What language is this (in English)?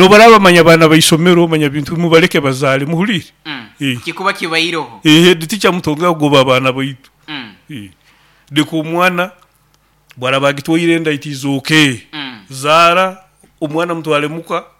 Nyoro